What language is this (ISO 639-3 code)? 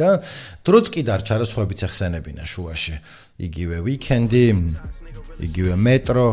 kat